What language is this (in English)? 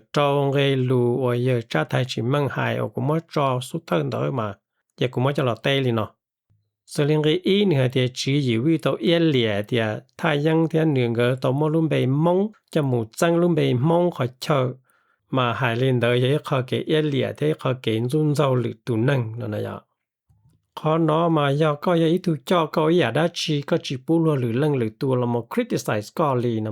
Hmong